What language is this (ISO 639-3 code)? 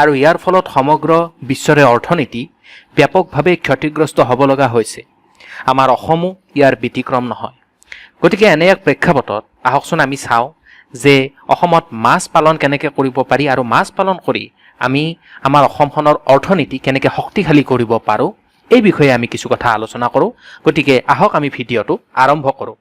asm